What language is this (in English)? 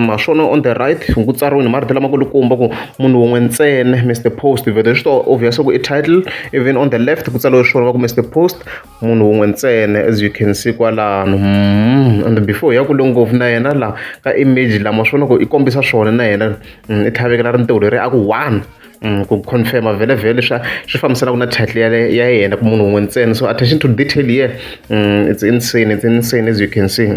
Tsonga